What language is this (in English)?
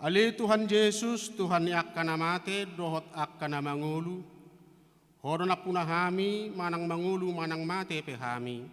Batak Toba